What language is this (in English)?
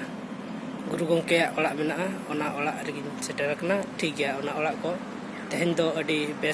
Santali